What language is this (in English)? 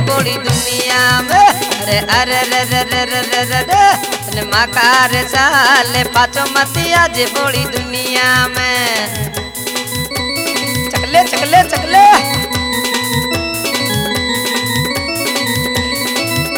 Bhojpuri